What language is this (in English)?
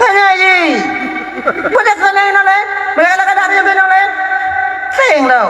Achinese